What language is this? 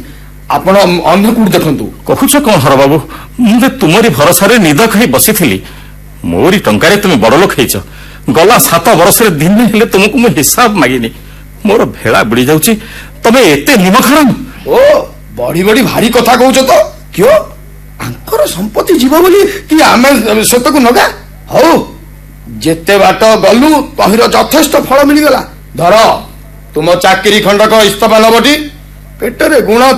Odia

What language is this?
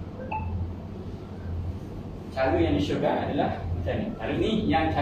Malay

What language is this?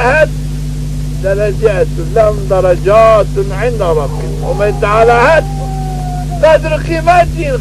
Zaza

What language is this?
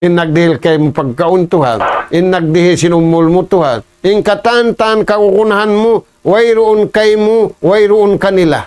Tausug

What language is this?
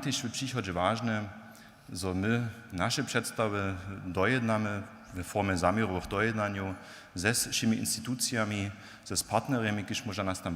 Upper Sorbian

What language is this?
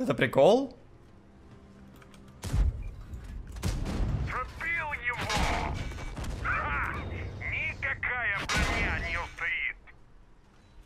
Russian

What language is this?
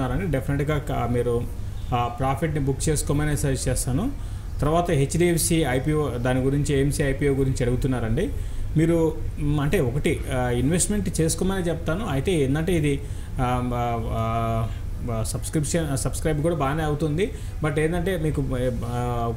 Telugu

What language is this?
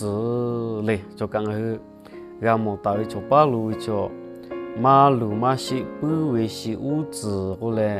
Lahu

